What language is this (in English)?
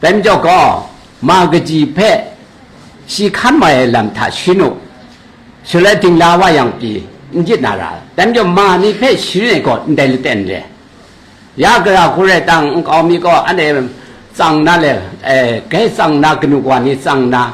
Kachin